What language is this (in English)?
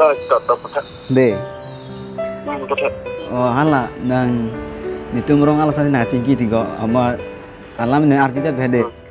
Karbi